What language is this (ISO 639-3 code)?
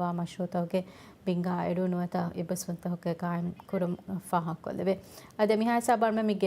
div